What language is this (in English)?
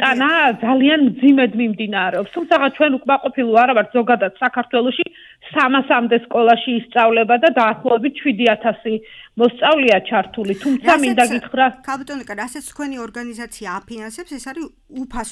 Georgian